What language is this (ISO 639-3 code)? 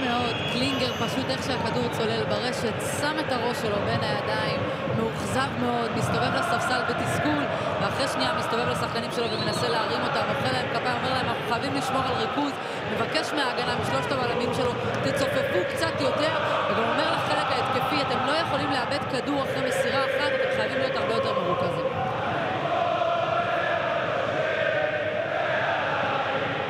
heb